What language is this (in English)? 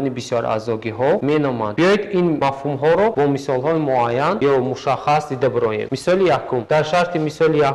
Tajik